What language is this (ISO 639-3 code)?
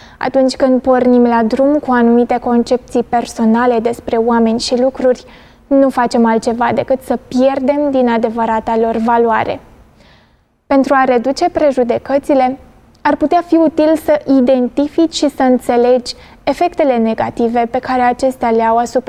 ron